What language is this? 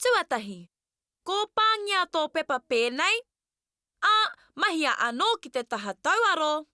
Māori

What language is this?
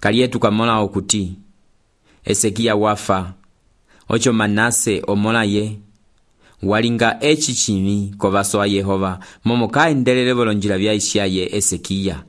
Umbundu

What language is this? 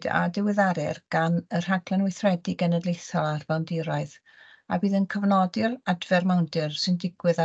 Welsh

